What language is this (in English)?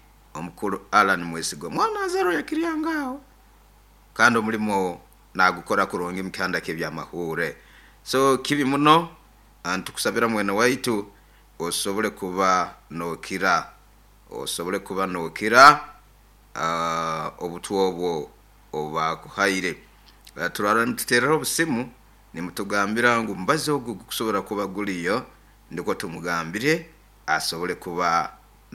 Nyoro